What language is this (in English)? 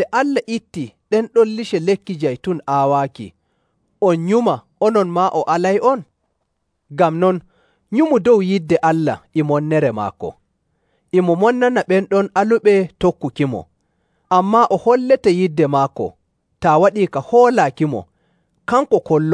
Nigerian Fulfulde